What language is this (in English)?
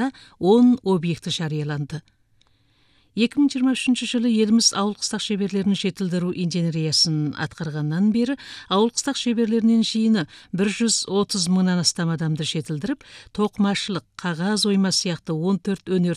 Kazakh